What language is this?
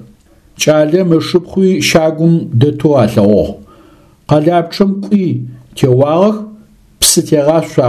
Adyghe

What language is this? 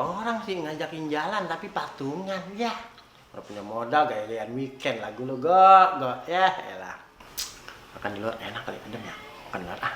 Betawi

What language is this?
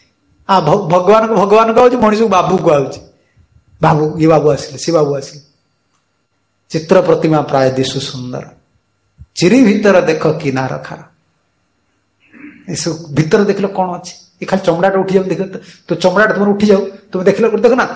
Odia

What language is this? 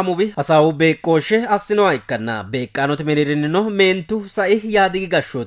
Sidamo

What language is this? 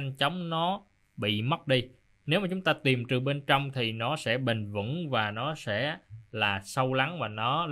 Vietnamese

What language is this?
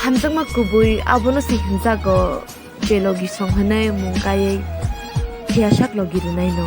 Kok Borok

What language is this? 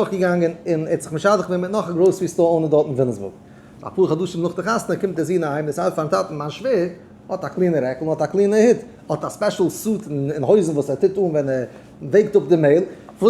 Yiddish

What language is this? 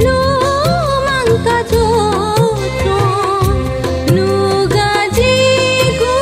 Newari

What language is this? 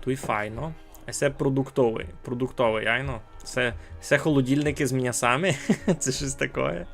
Rusyn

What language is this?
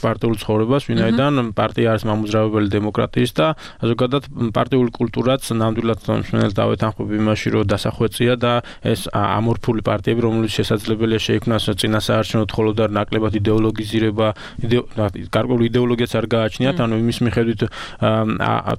Georgian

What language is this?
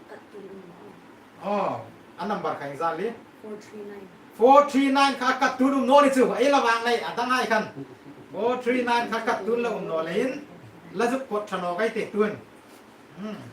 Hmar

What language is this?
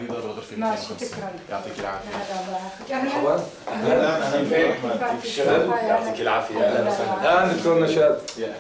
North Levantine Arabic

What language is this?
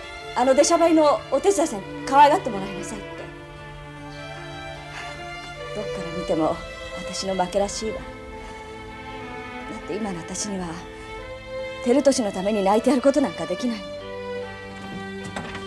Japanese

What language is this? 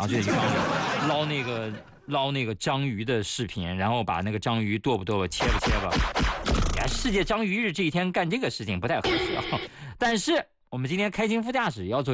Chinese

